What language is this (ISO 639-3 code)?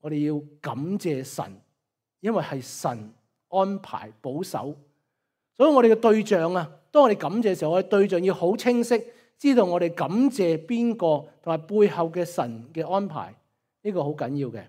yue